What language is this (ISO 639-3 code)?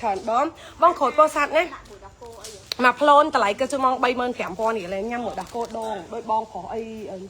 khm